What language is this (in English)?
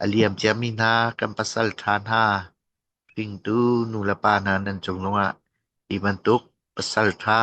Hakha Chin